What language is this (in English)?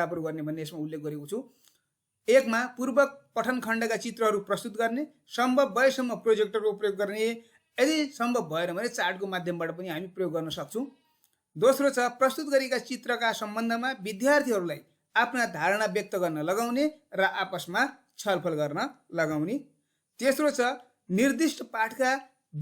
Nepali